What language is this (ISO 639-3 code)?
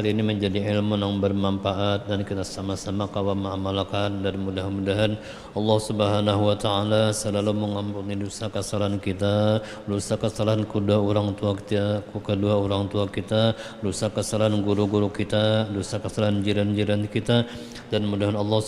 bjn